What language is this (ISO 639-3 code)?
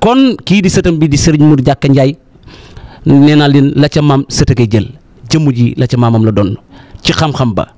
wol